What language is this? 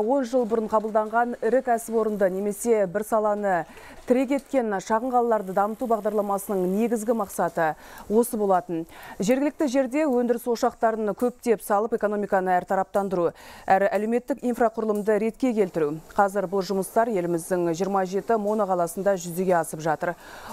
Kazakh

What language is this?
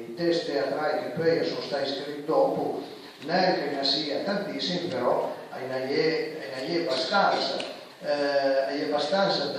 Piedmontese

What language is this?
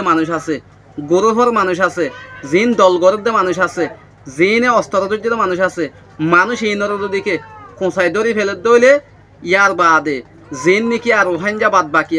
Rohingya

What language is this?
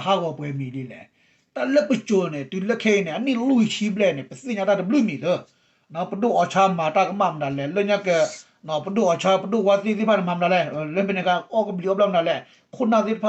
S'gaw Karen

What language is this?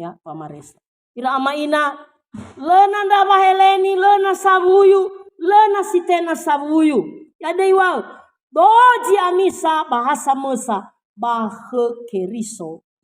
Nias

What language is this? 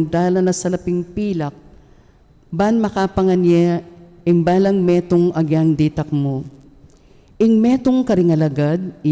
Pampanga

